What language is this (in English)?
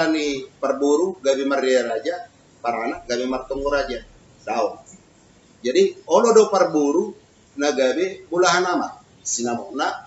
Batak Toba